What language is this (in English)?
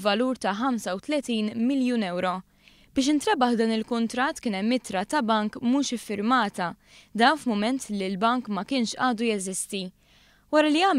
Maltese